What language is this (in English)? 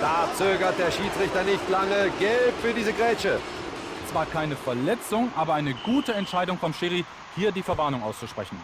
Bavarian